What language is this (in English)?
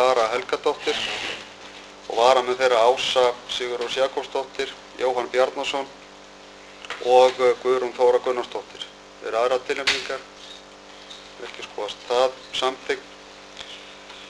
Icelandic